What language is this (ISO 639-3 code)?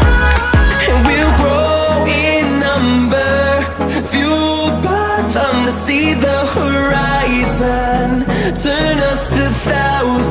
eng